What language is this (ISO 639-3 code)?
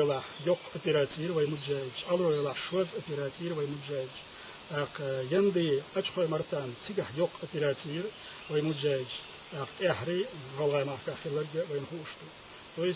che